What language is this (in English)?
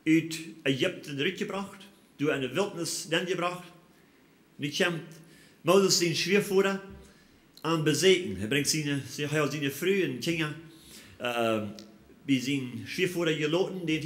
Plautdietsch